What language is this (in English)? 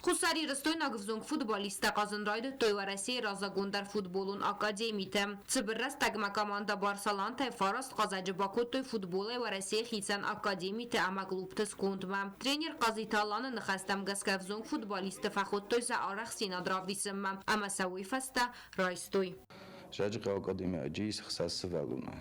Ossetic